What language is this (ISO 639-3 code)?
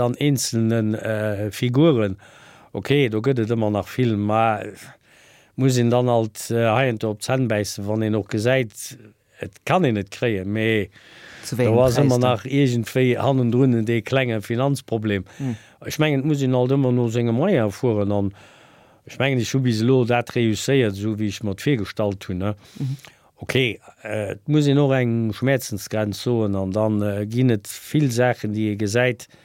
ltz